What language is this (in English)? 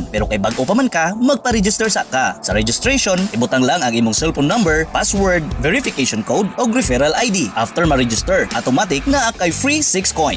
Cebuano